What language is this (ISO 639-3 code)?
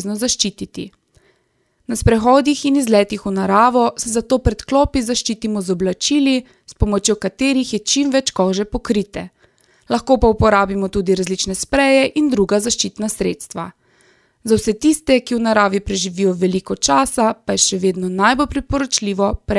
slv